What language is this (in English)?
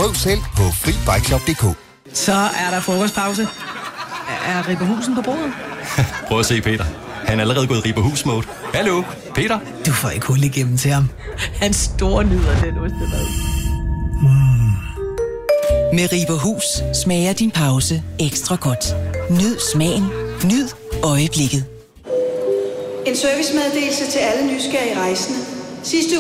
Danish